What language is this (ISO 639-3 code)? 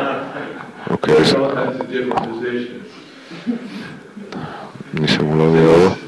hrv